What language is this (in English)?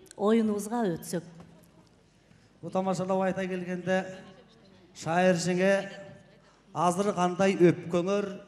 Kyrgyz